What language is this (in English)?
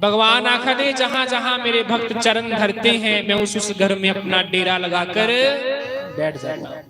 Dogri